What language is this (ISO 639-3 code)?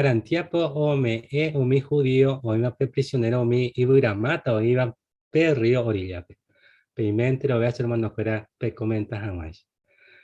grn